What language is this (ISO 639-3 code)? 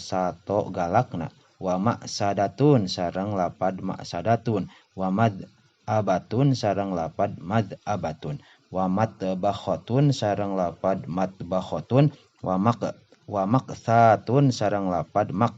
sun